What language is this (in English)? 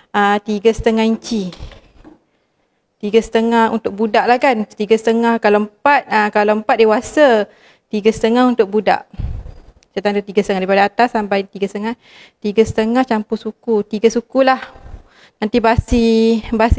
Malay